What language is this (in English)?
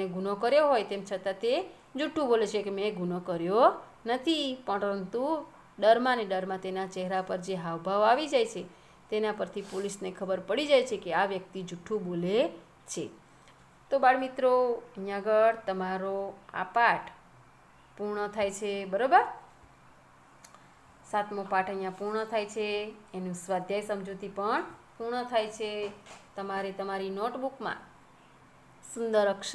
Gujarati